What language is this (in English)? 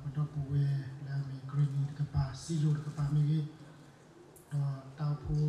S'gaw Karen